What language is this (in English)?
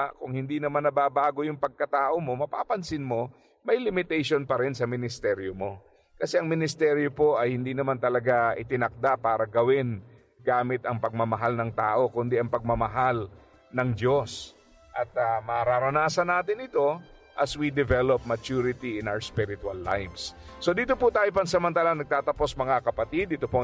Filipino